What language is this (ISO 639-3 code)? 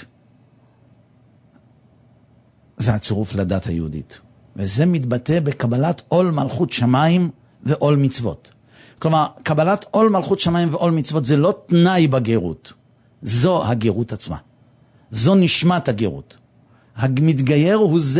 heb